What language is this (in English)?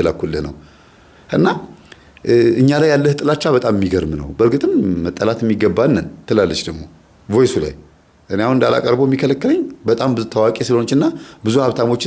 Amharic